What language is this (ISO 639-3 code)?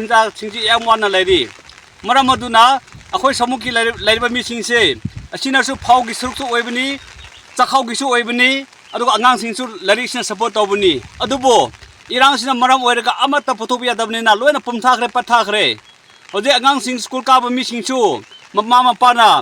mni